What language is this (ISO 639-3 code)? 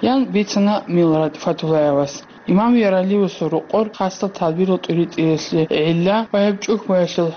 ava